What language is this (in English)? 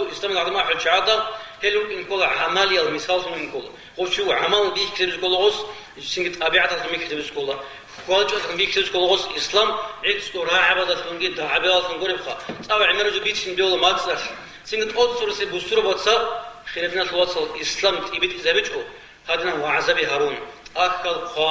Avaric